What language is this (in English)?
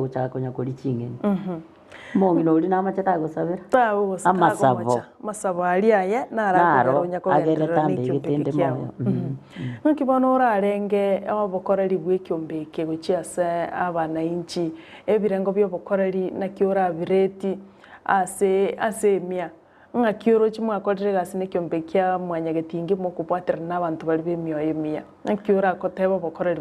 Gusii